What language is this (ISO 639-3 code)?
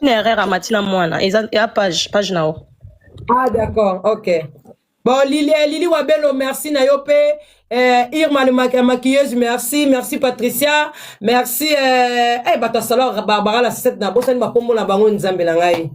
lin